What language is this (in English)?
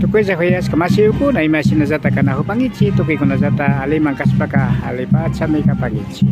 Imbabura Highland Quichua